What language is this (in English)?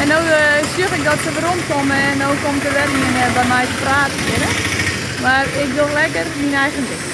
Western Frisian